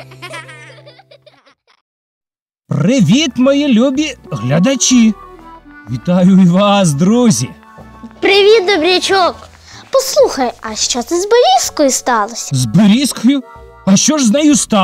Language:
Ukrainian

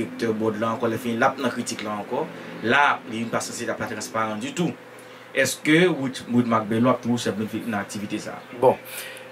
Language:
Haitian Creole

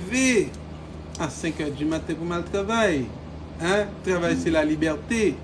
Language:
Haitian Creole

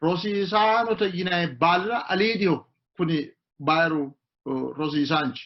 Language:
Sidamo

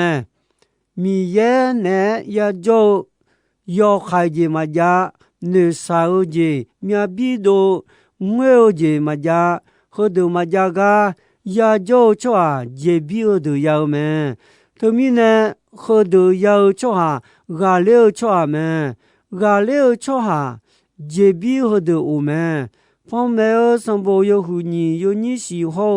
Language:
Akha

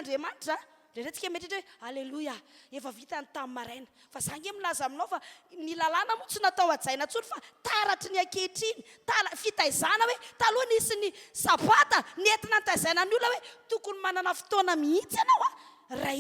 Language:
Malagasy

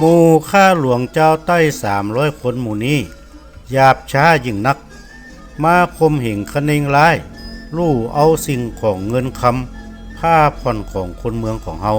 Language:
Northern Thai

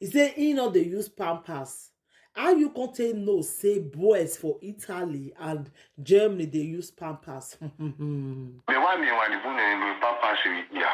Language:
Nigerian Pidgin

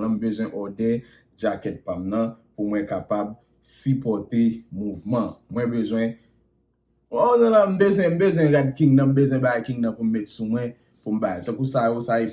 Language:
Haitian Creole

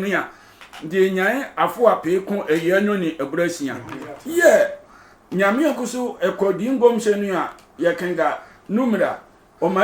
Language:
Sehwi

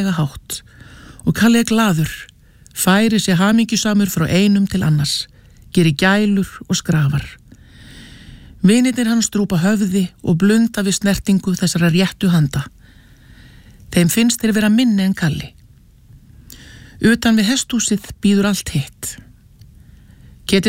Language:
Icelandic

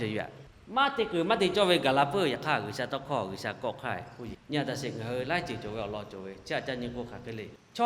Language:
Lahu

